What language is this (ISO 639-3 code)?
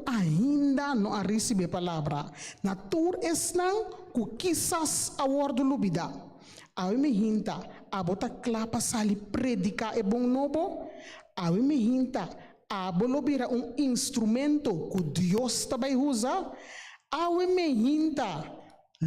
pap